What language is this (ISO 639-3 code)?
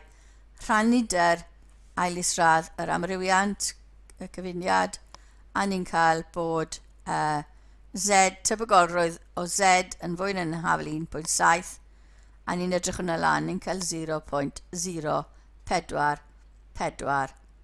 cym